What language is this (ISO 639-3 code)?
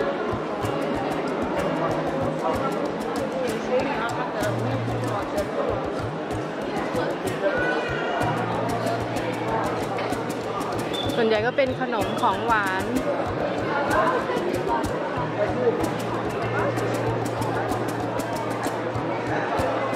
tha